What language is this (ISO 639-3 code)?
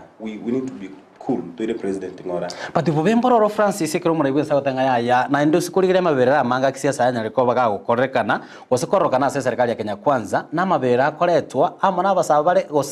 guz